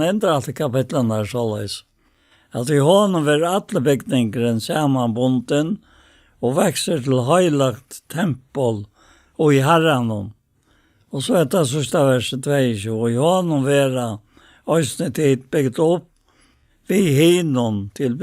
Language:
Faroese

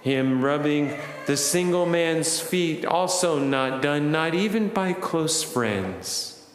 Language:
Fijian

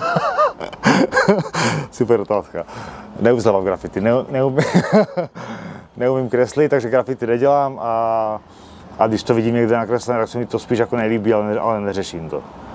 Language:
Czech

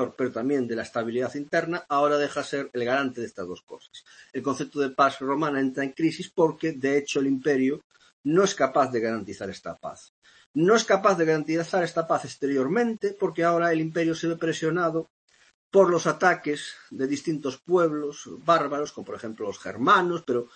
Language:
Spanish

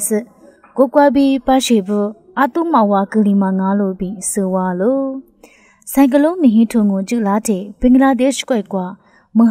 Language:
Lisu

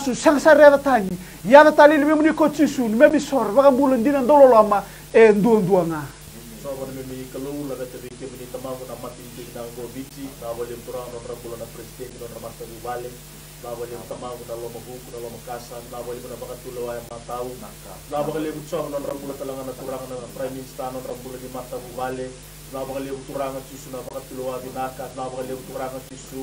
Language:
Fijian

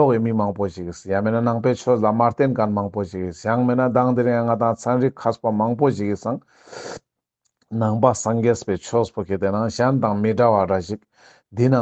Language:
Ladakhi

